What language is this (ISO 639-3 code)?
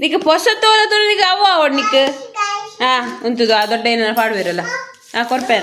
tcy